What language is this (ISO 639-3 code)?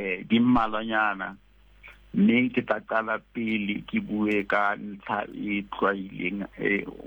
sot